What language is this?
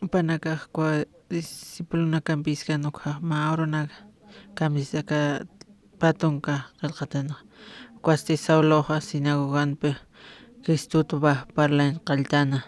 Aymara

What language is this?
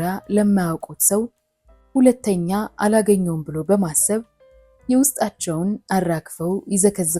Amharic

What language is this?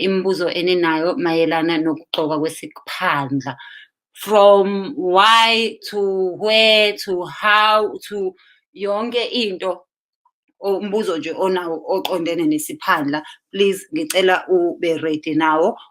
Zulu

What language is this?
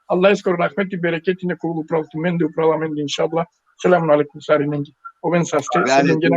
Balkan Romani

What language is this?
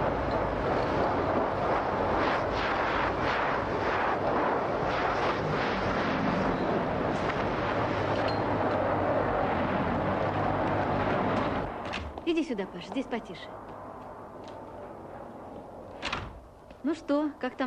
Russian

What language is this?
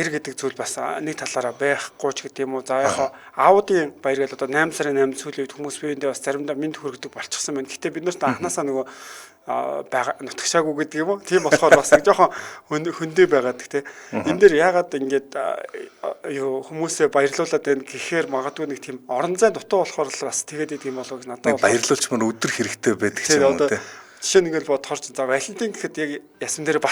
Mongolian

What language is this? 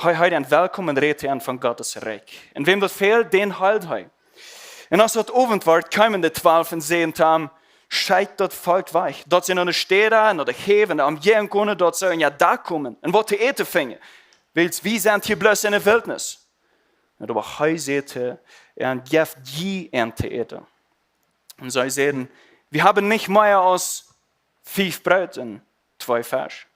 Plautdietsch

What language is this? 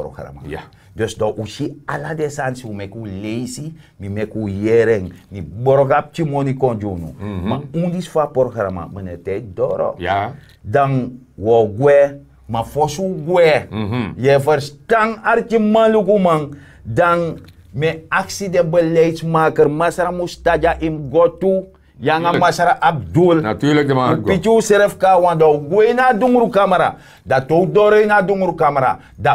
Sranan Tongo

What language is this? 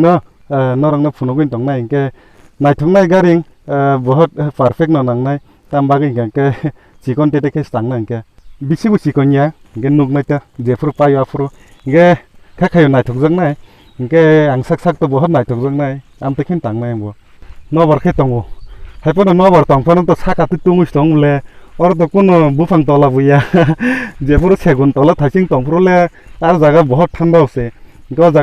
Kok Borok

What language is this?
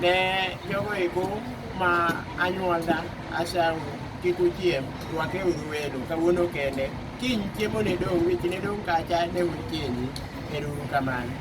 Luo (Kenya and Tanzania)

